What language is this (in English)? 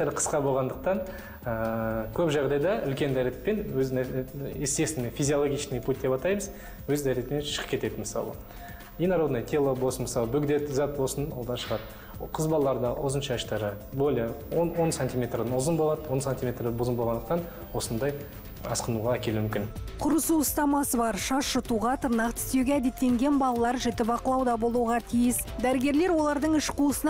Kazakh